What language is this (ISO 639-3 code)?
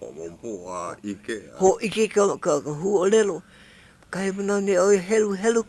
haw